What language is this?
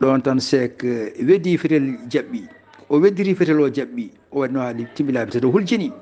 Fula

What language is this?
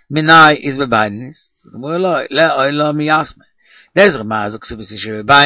Yiddish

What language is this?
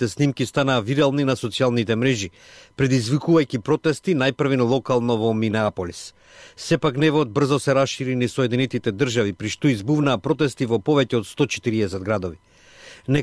Macedonian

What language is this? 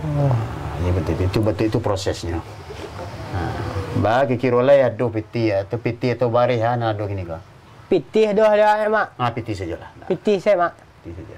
Minangkabau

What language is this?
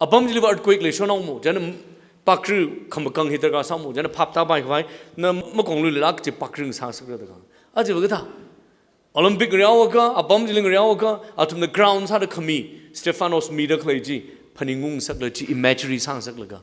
Tangkhul Naga (India)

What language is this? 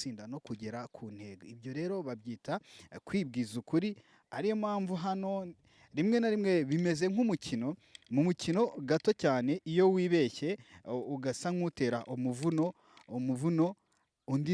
Kinyarwanda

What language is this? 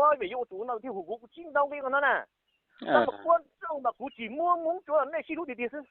Hmong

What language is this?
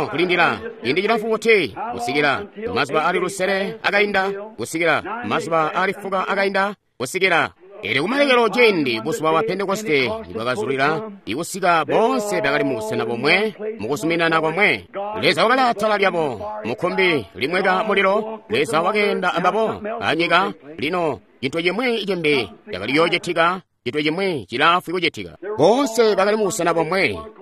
Tonga (Zambia)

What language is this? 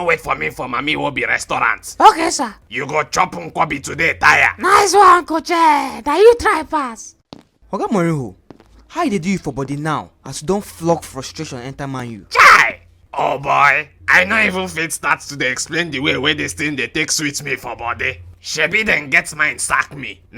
Nigerian Pidgin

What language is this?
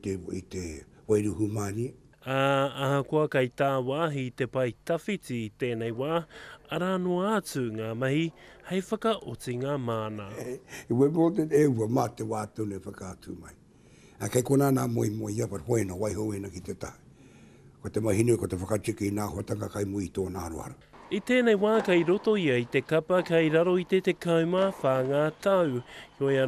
Māori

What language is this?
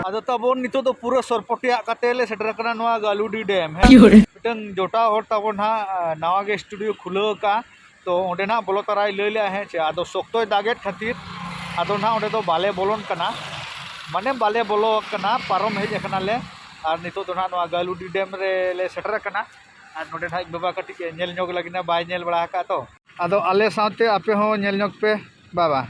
Santali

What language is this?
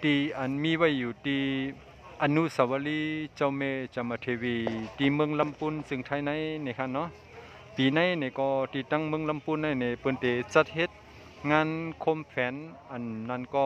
Shan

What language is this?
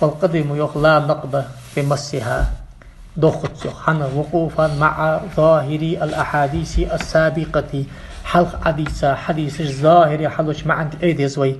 Ingush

